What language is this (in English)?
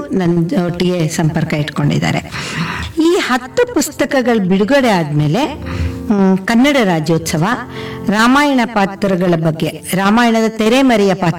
Kannada